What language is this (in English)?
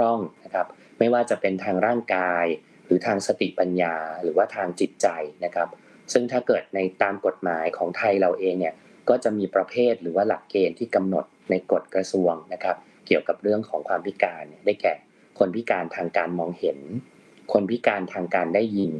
Thai